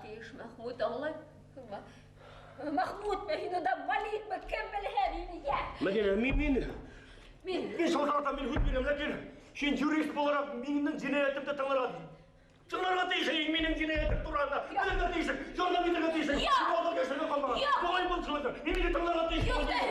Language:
Bashkir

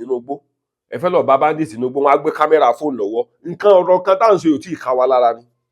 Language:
Yoruba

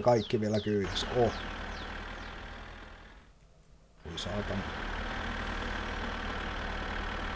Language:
Finnish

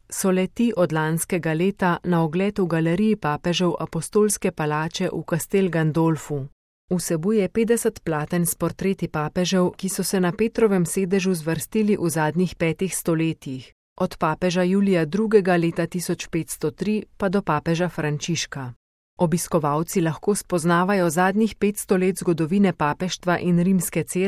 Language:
Slovenian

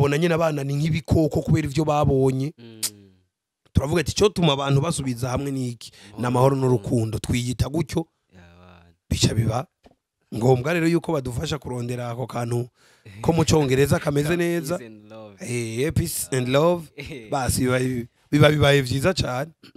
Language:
Rundi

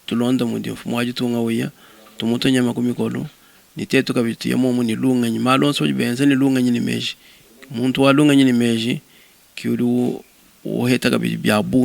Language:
Luba-Lulua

